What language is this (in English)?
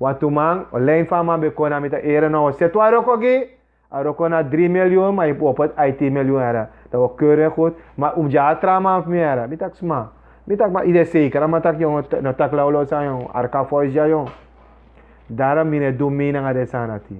Sranan Tongo